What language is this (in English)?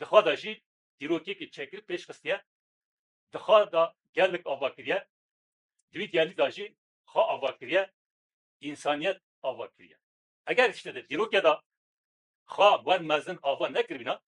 Kurdish